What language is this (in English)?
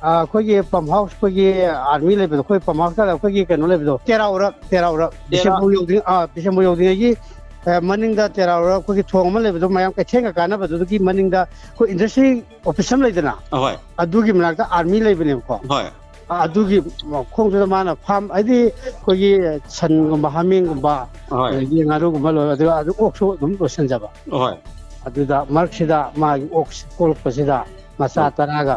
Manipuri